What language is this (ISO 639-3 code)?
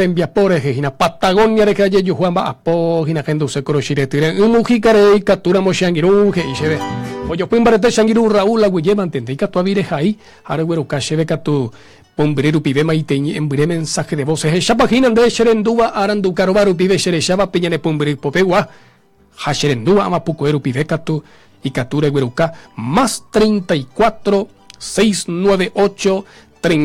grn